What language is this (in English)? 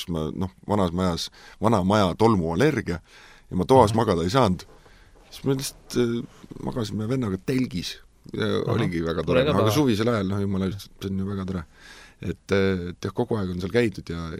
Estonian